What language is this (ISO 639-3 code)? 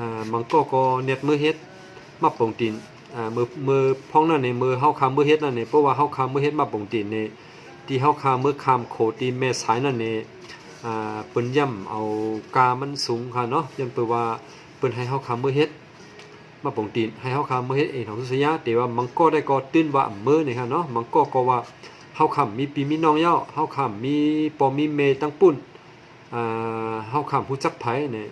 shn